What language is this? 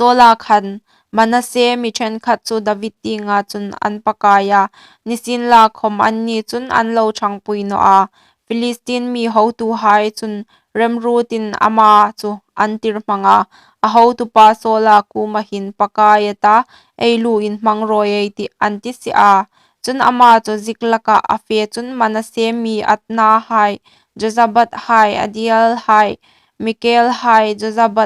Hmar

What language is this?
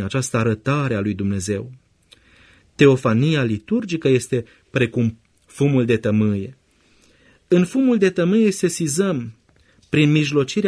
Romanian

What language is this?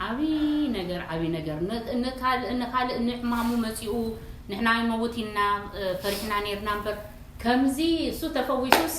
Tigrinya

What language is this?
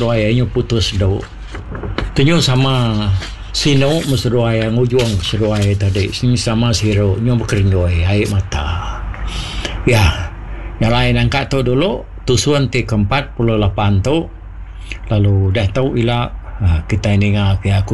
Iban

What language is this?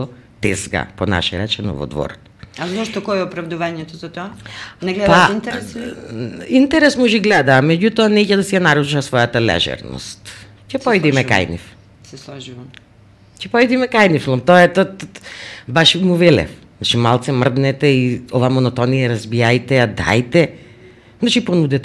Macedonian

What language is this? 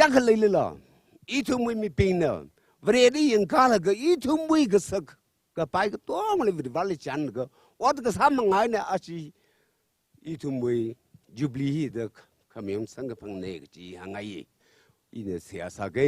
Tangkhul Naga (India)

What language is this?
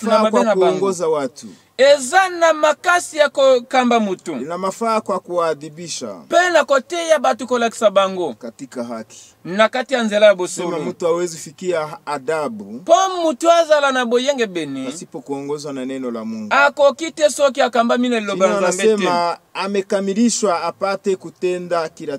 Swahili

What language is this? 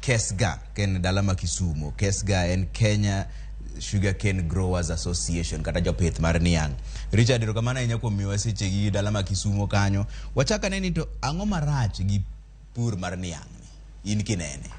Luo (Kenya and Tanzania)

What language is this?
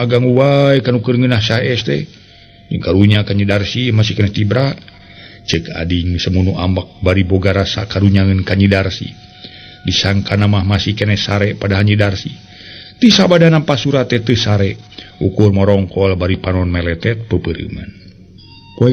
Sundanese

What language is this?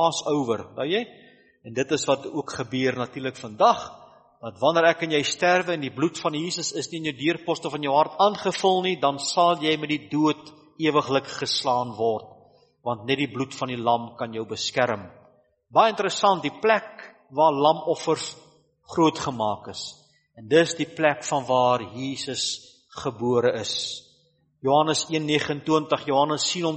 Afrikaans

